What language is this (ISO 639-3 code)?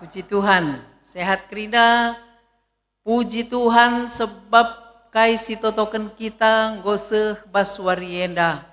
btx